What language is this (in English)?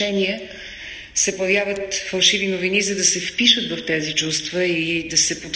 Bulgarian